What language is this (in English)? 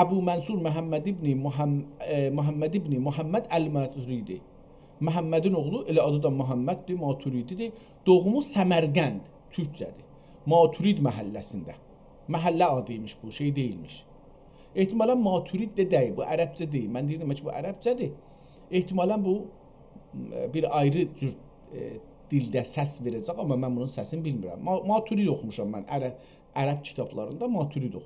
South Azerbaijani